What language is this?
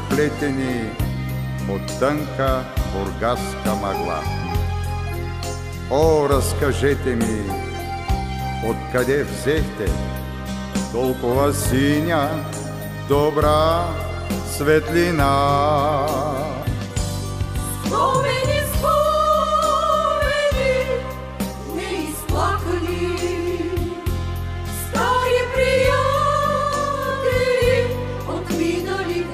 Bulgarian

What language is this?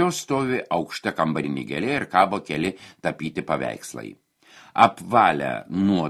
Lithuanian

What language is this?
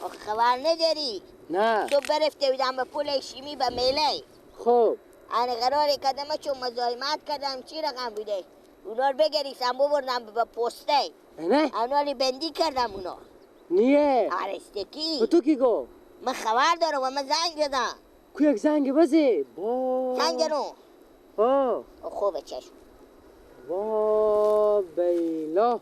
Persian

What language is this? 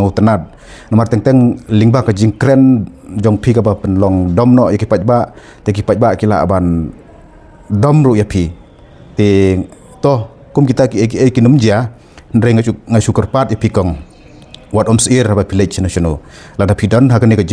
Khasi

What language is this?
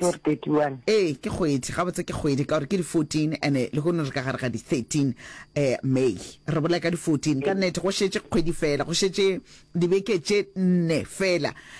Northern Sotho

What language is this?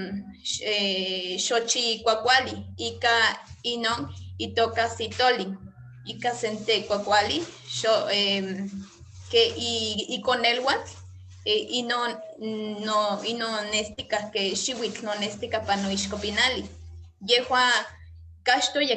Eastern Huasteca Nahuatl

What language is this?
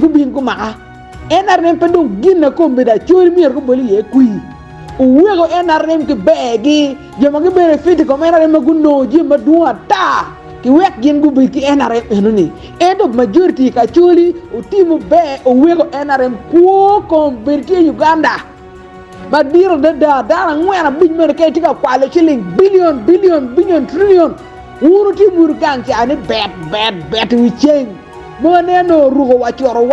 Acoli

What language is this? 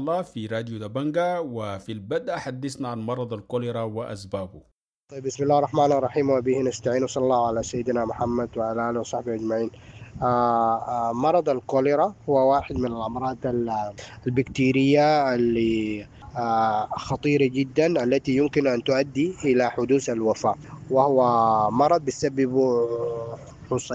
Sudanese Arabic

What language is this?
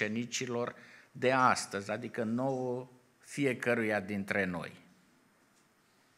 Romanian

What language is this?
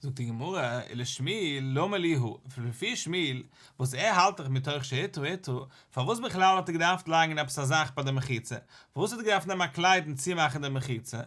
Yiddish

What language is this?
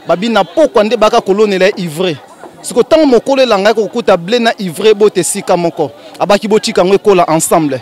Lingala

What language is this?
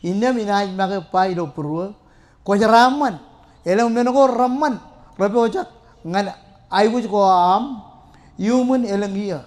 Marshallese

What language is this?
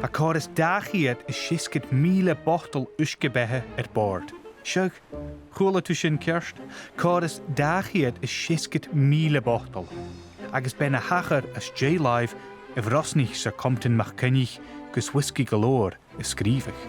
Scottish Gaelic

